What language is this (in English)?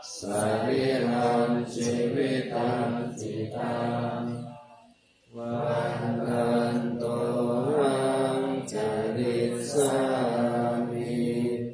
Pali